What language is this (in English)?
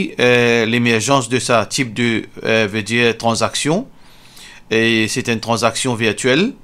Morisyen